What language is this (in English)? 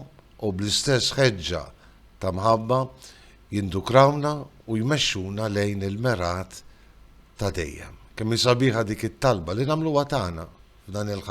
Maltese